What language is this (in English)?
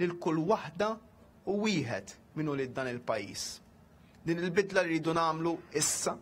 Maltese